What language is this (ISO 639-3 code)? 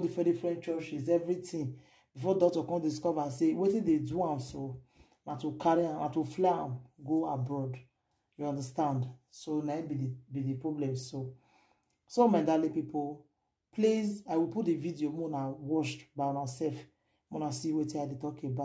pcm